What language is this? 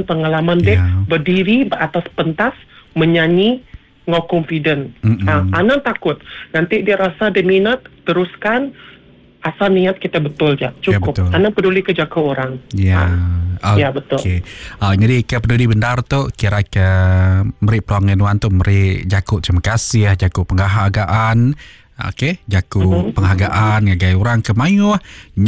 Iban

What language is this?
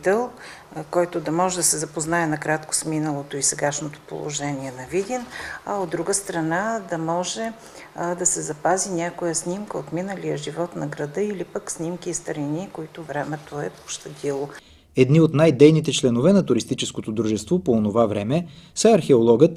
Bulgarian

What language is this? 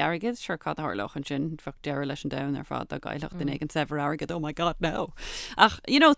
Irish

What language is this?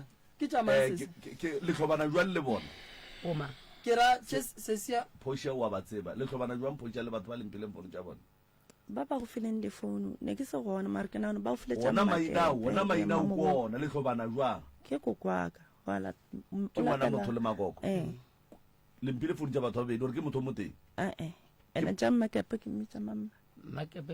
Northern Sotho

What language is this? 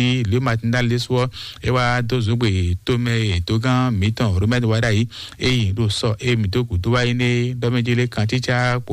Fon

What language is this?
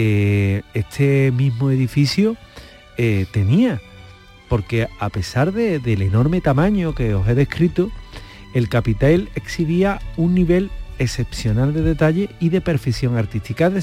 Spanish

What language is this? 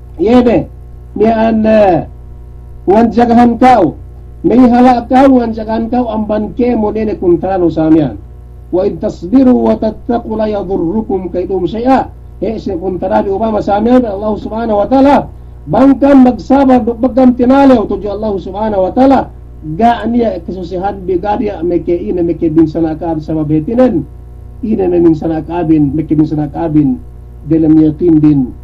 Yakan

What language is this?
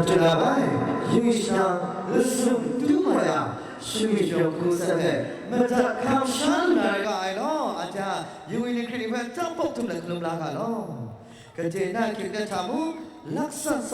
Kachin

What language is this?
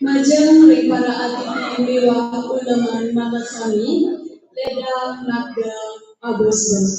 Balinese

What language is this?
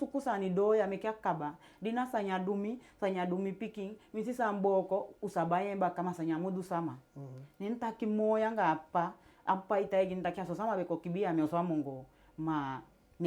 Eastern Maroon Creole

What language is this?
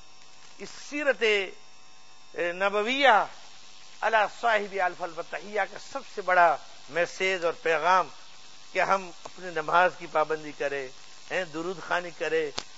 Urdu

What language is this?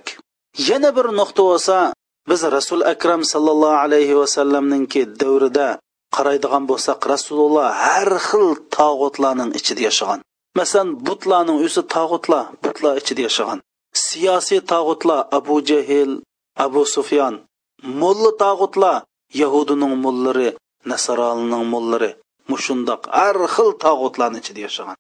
Uyghur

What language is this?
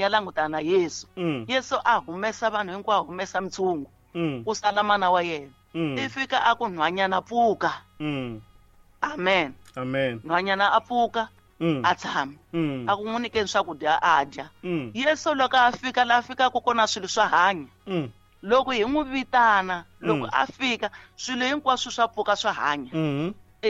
Tsonga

